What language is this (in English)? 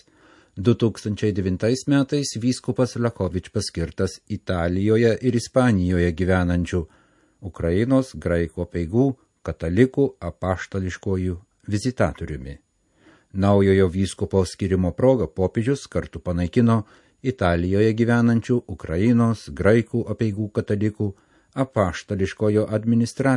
Lithuanian